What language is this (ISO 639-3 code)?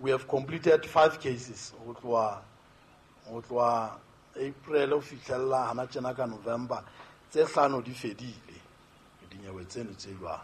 sot